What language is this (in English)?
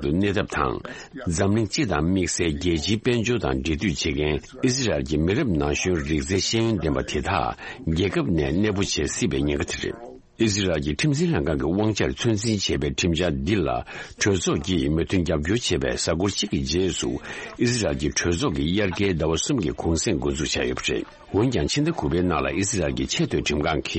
Tibetan